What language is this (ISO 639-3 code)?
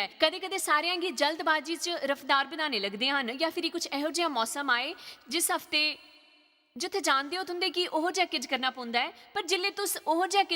doi